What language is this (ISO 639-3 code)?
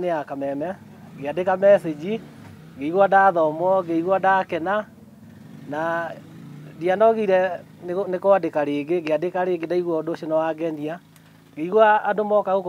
kik